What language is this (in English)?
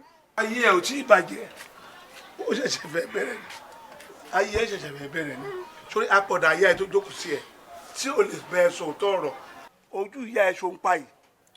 Yoruba